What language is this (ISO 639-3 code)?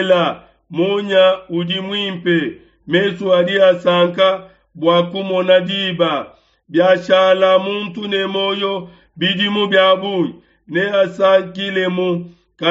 lua